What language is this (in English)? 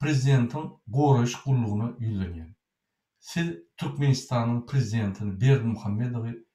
Turkmen